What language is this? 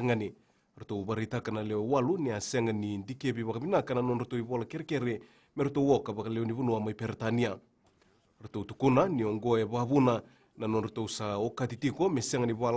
Fijian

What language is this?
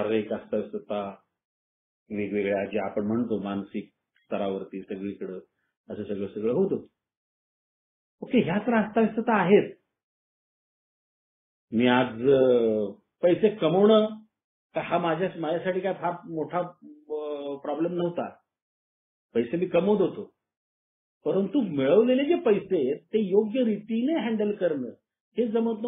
Marathi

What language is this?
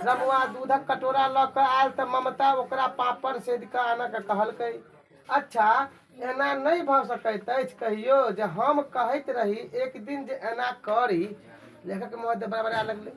Maithili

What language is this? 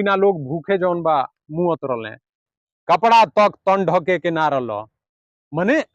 Bhojpuri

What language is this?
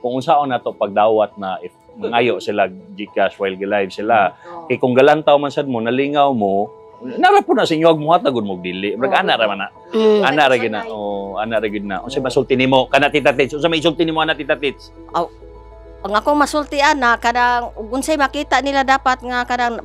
Cebuano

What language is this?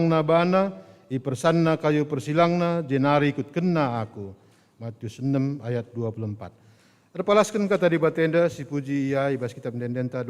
Batak Karo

